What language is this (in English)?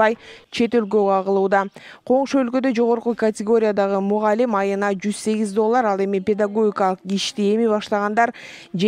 Kyrgyz